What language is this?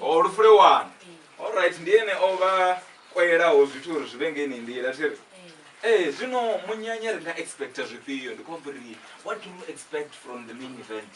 Venda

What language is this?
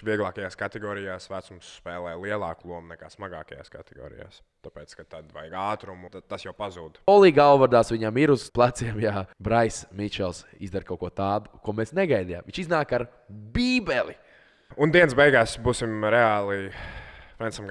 Latvian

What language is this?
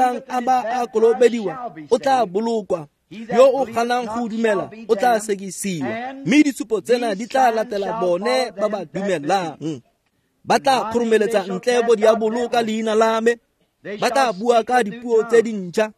Tswana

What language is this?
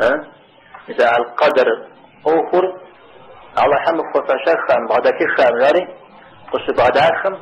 Kabardian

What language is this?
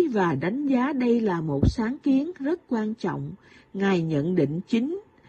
Vietnamese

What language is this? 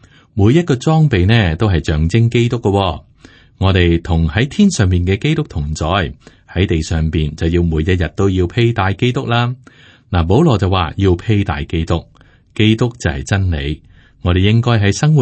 Cantonese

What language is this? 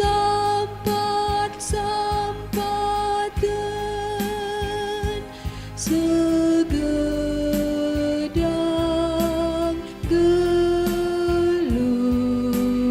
Batak Karo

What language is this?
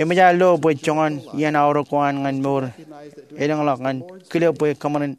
Marshallese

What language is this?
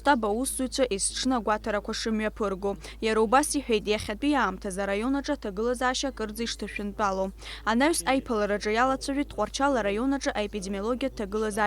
Abkhazian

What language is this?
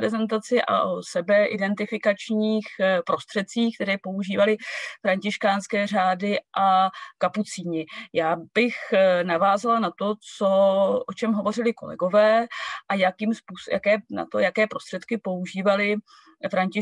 Czech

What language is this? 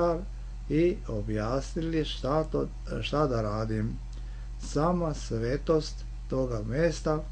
Serbian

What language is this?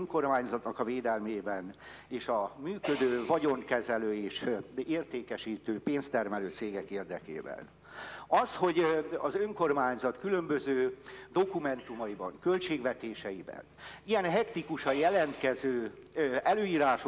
Hungarian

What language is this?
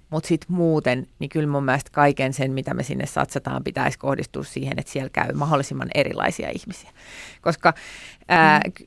Finnish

